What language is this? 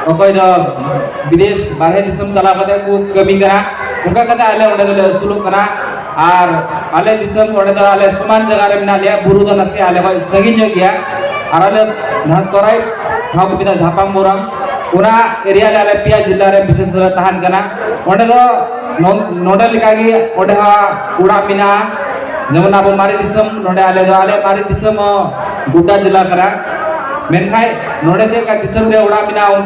Santali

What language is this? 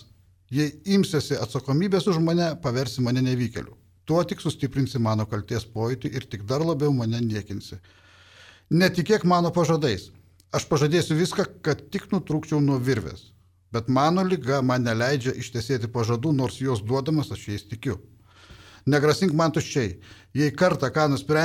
Lithuanian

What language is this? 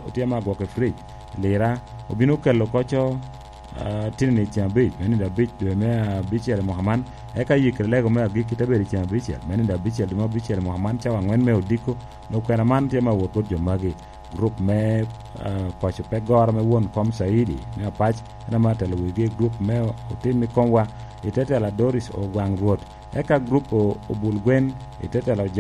Lango (Uganda)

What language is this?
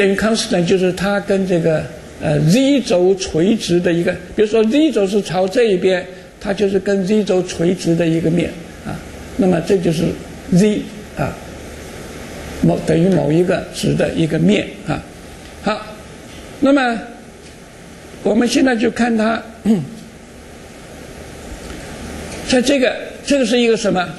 Chinese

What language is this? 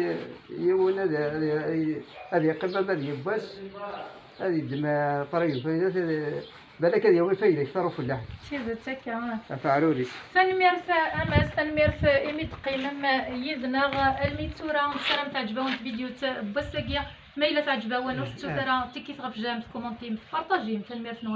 Kabyle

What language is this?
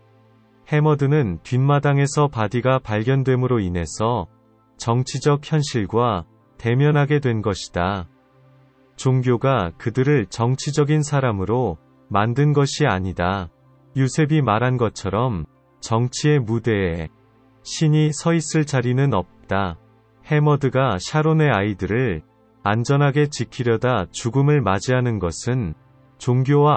Korean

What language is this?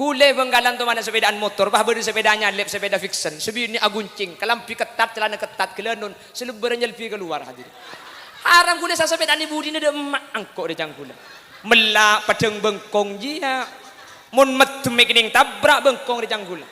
Madurese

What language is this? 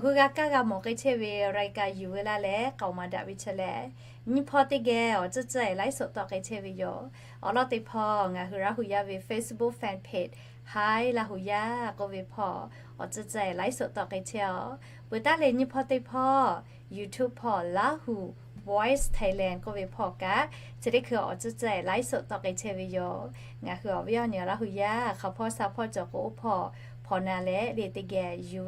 Lahu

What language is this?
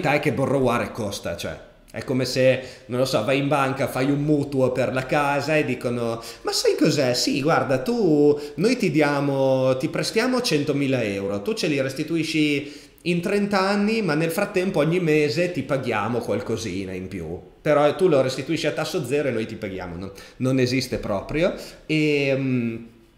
Italian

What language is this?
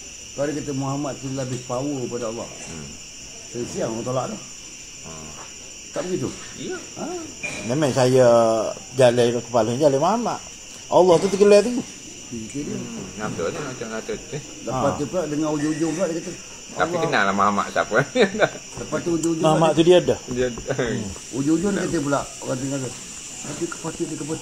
Malay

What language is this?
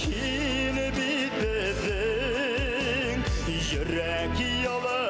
Bashkir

